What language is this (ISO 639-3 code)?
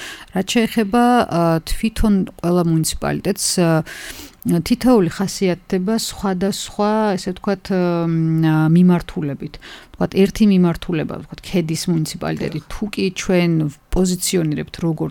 kat